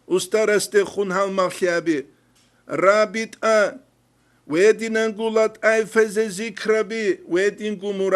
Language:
Avaric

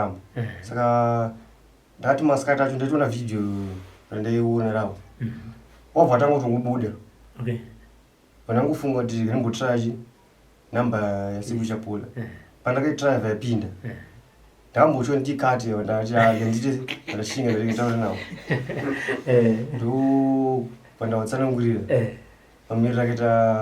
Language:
Shona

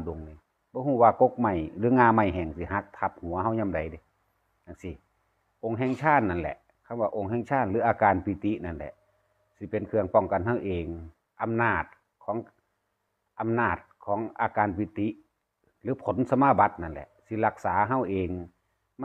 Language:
Northeastern Thai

